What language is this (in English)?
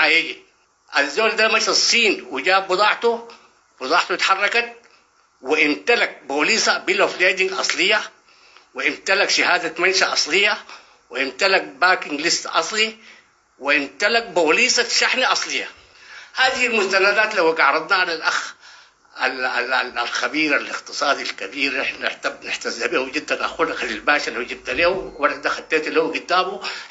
Sudanese Arabic